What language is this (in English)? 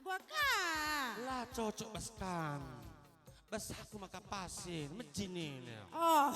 Batak Karo